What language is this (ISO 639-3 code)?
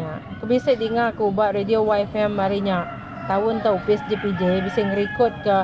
iba